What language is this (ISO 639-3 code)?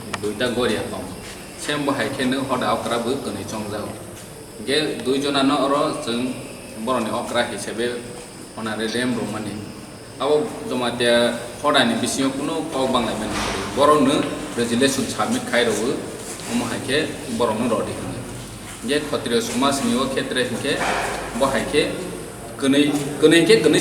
trp